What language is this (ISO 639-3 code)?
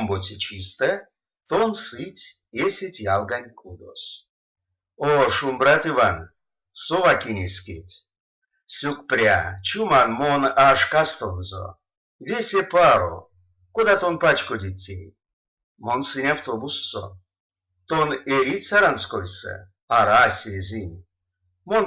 myv